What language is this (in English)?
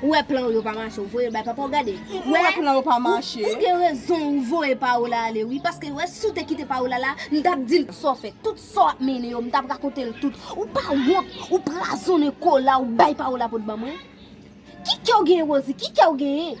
Haitian Creole